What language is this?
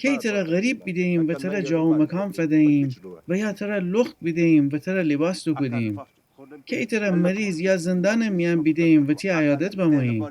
Gilaki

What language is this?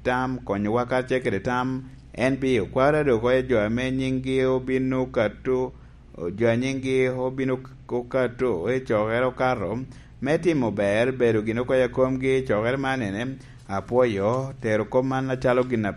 Lango (Uganda)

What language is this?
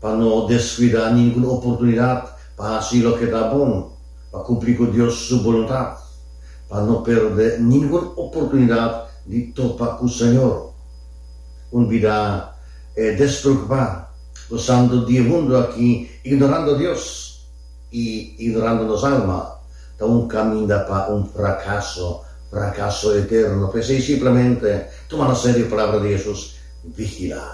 Papiamento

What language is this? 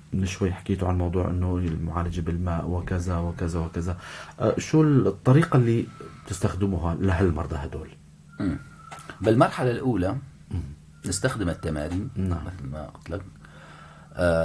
North Levantine Arabic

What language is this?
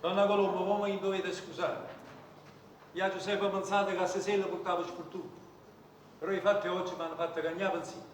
Neapolitan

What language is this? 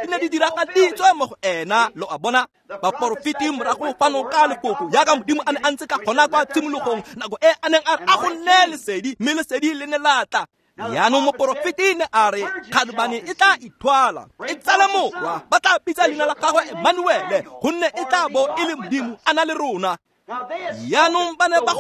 Tswana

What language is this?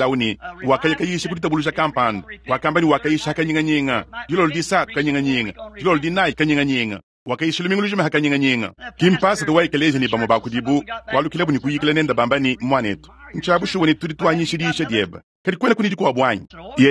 Luba-Lulua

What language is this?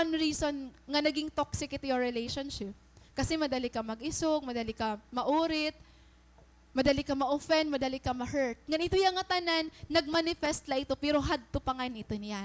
Waray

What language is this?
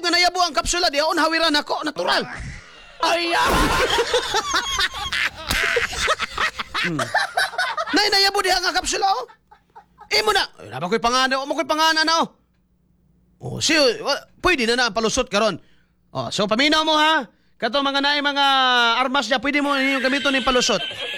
Cebuano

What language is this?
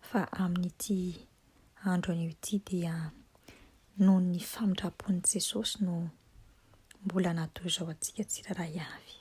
Malagasy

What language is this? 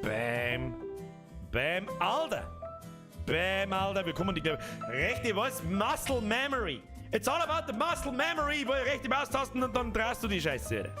Bavarian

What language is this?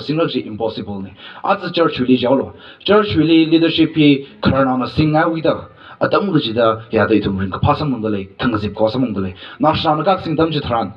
Tangkhul Naga (India)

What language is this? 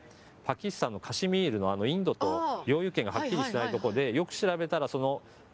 Japanese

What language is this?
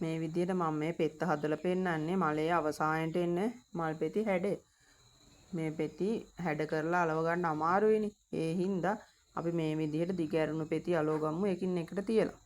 Sinhala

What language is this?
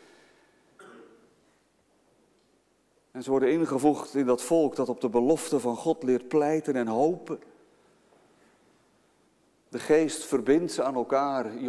Dutch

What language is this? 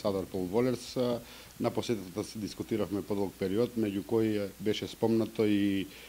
Macedonian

